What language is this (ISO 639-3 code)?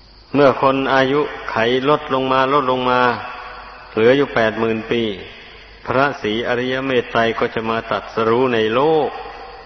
tha